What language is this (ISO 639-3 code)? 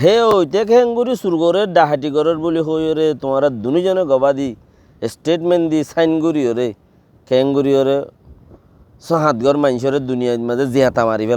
rhg